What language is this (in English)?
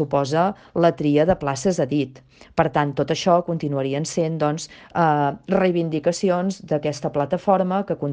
Catalan